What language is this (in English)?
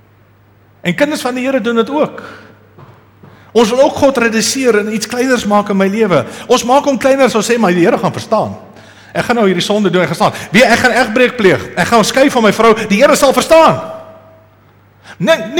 Afrikaans